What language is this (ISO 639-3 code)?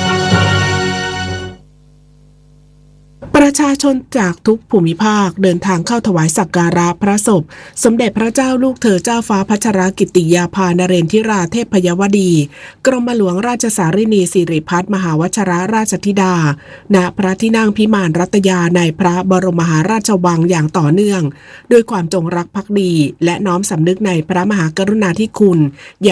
tha